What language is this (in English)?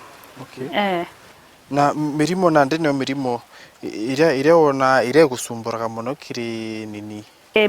Meru